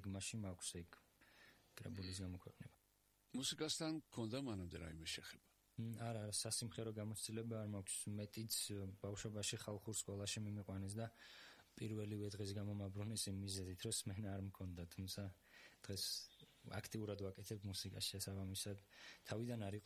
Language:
Georgian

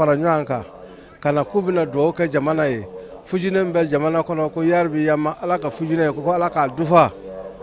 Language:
Bambara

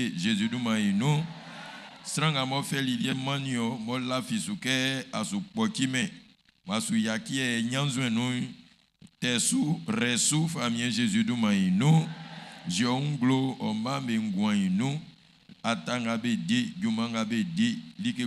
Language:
Baoulé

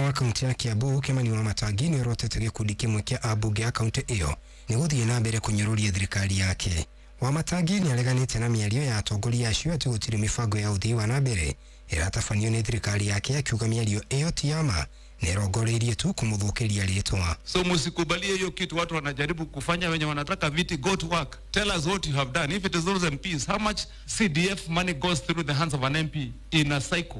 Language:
Kikuyu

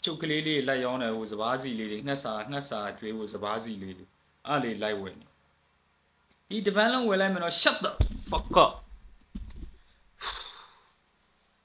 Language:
Burmese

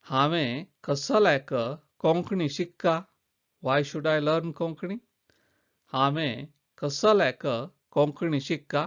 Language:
Konkani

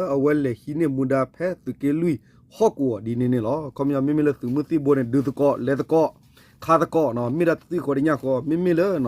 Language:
S'gaw Karen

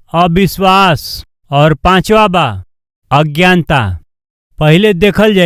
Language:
Bhojpuri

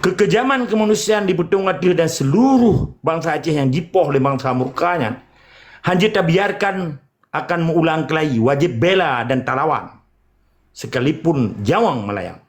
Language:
Achinese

